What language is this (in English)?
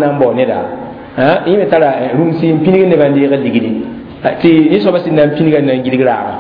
Mossi